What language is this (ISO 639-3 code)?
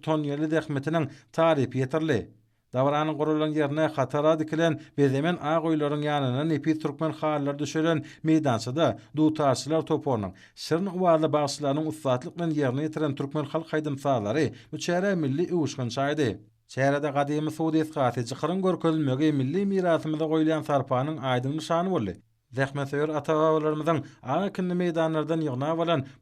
tuk